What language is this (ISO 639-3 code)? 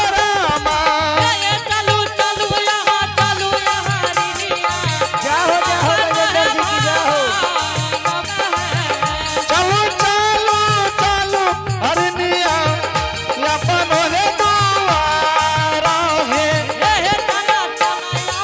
anp